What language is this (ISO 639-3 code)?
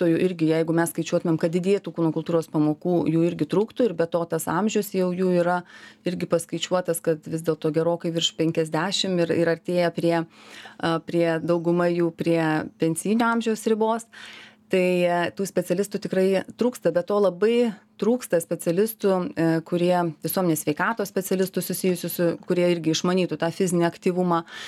lit